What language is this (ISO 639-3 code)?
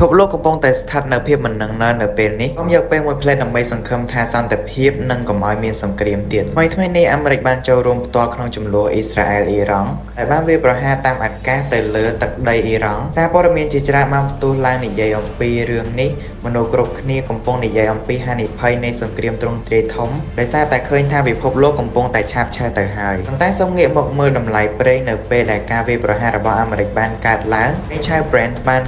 khm